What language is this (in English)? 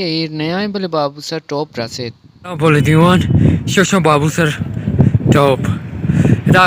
Baluchi